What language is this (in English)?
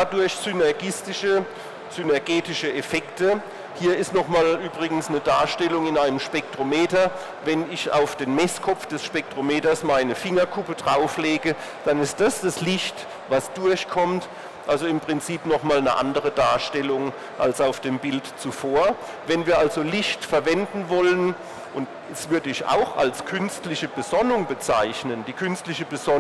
German